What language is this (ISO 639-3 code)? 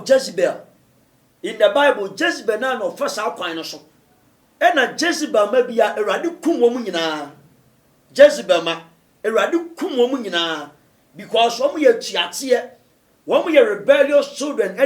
aka